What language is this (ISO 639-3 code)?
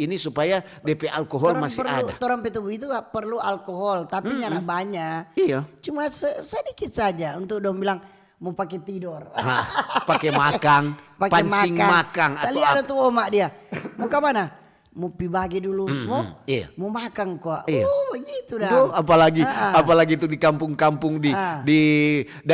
xmm